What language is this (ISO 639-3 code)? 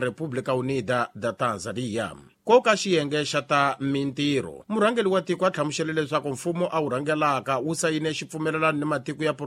tso